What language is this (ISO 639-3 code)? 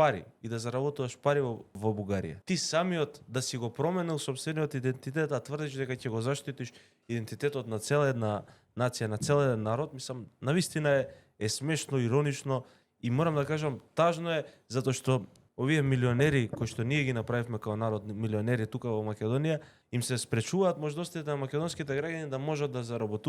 mkd